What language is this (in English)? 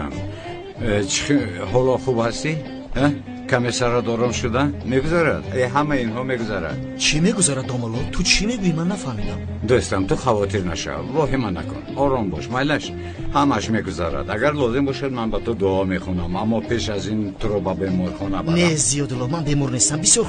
Tajik